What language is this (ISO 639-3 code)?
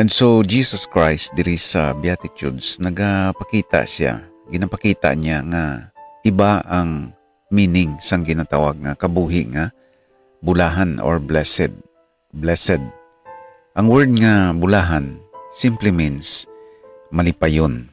hil